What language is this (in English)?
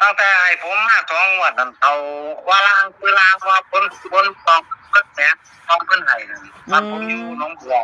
Northeastern Thai